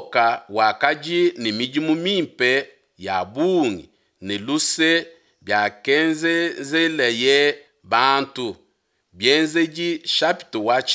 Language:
Luba-Lulua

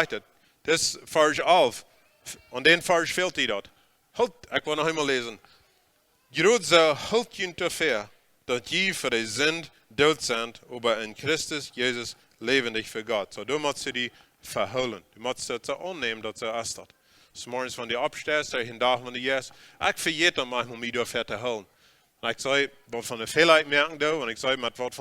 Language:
Plautdietsch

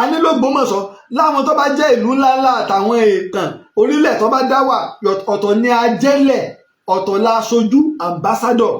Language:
Yoruba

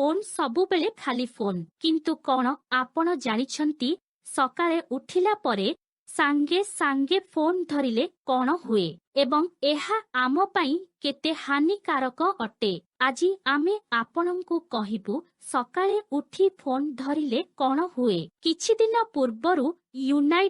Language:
Odia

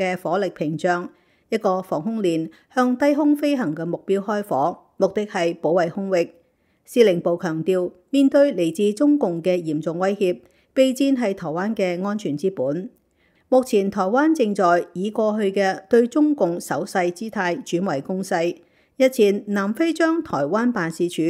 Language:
Cantonese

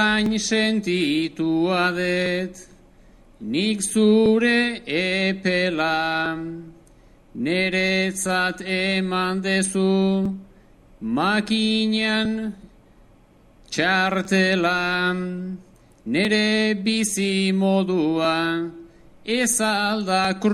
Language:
Basque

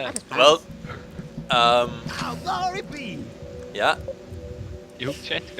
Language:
Faroese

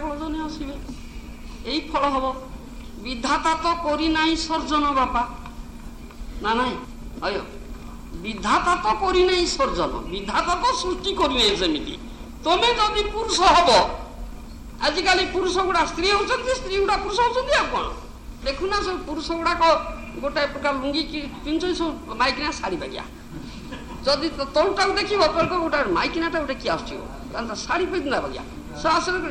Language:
Odia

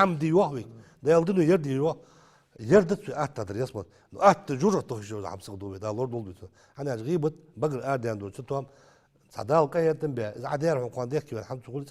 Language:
Ingush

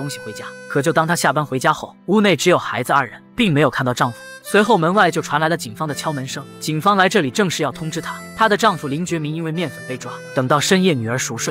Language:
Chinese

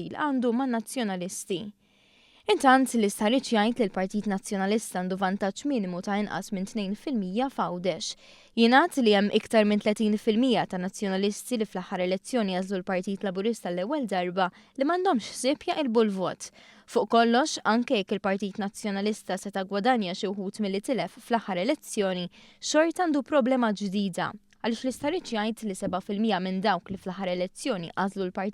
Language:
Maltese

